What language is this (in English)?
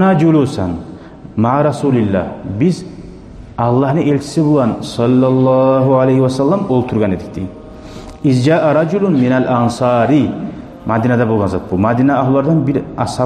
Kumyk